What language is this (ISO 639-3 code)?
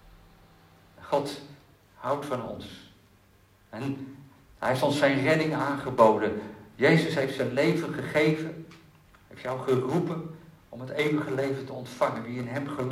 nld